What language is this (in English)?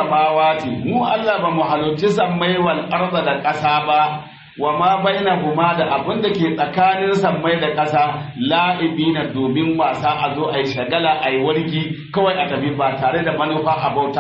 Hausa